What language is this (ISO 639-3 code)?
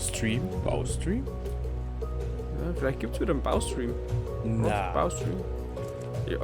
bar